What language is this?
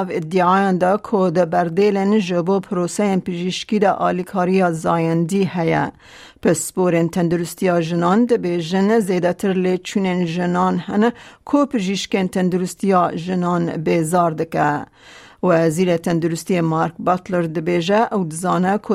Kurdish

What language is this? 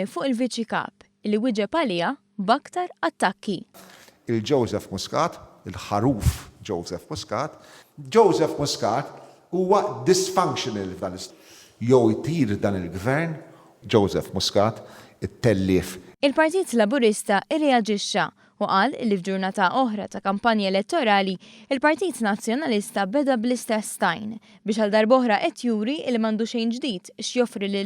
Maltese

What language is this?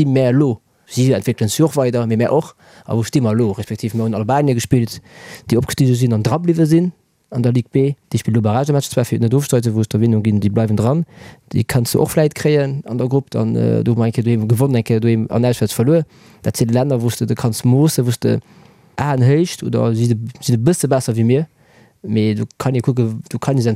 Luxembourgish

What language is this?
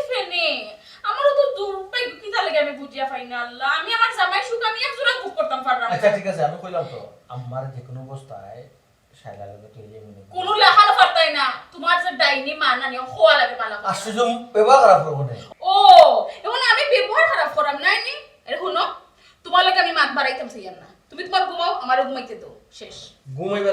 Sylheti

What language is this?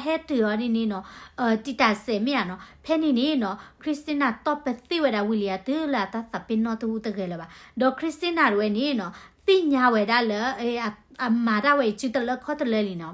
S'gaw Karen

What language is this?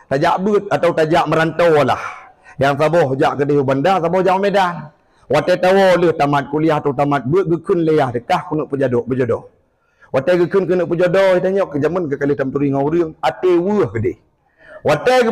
Achinese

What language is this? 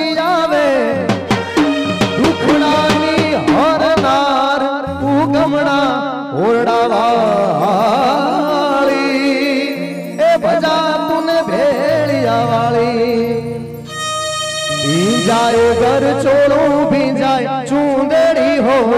Gujarati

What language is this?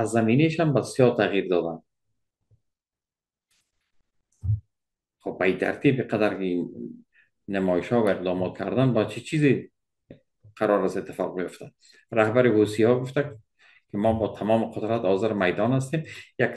Persian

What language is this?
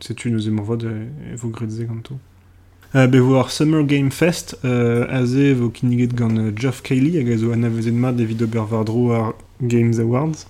Breton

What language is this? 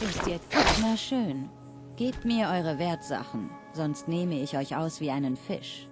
Bavarian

